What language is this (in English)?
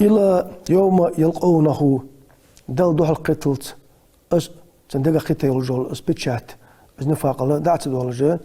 Ingush